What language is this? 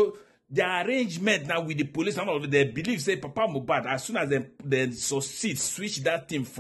Nigerian Pidgin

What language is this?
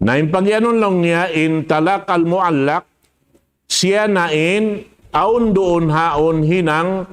Tausug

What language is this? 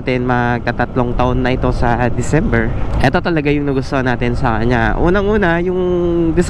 Filipino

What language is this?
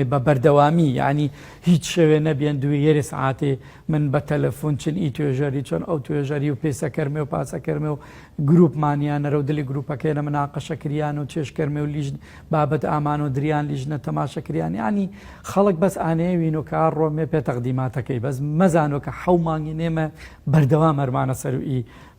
Gurani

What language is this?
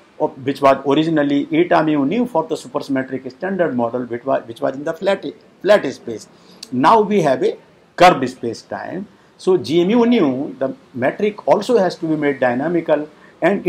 English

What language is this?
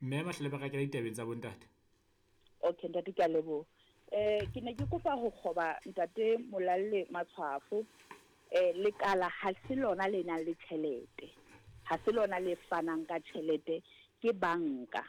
Southern Sotho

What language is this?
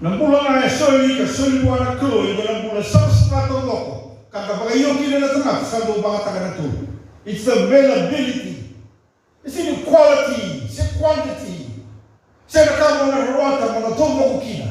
Fijian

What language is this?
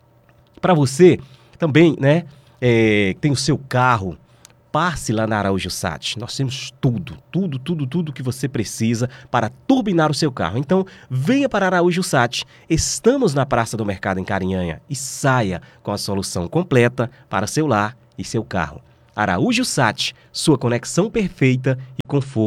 Portuguese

